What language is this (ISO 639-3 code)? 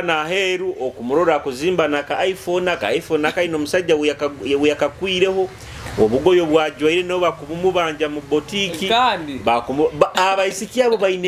nyo